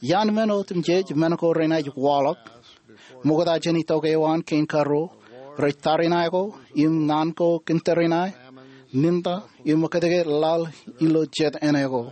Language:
Marshallese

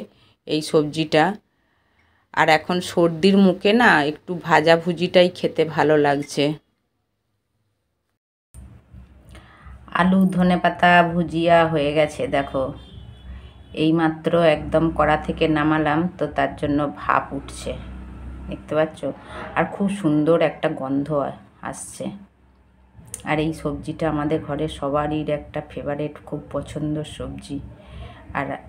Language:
Bangla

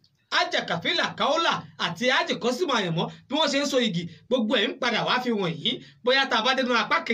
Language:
Yoruba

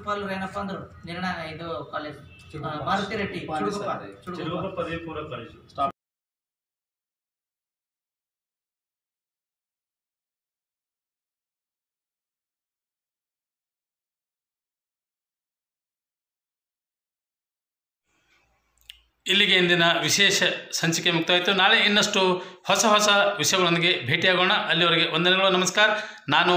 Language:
Kannada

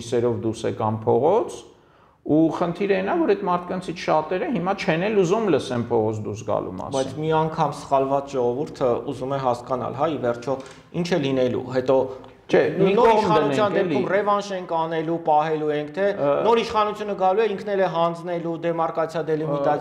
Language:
Armenian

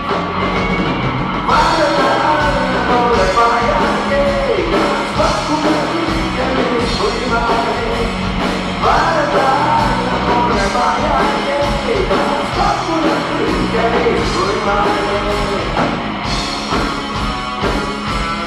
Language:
Estonian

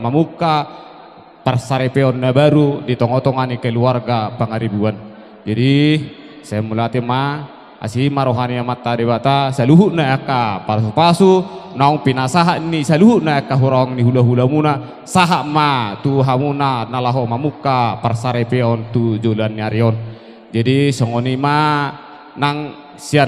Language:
Batak Toba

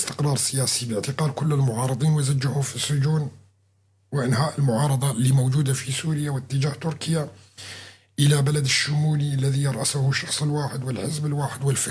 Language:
North Levantine Arabic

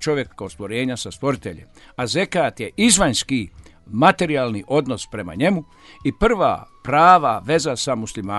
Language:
Bosnian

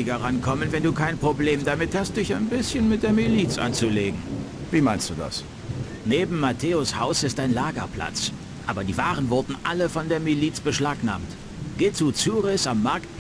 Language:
Bavarian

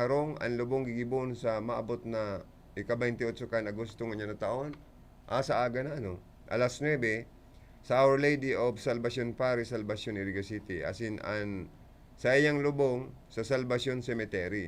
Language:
Bikol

